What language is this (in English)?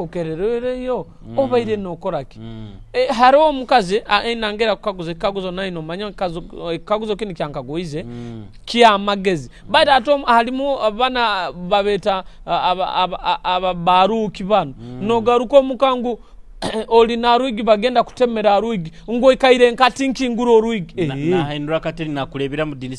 Nyoro